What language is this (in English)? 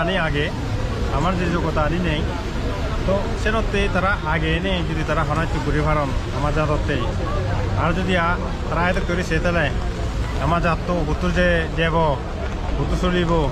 Chakma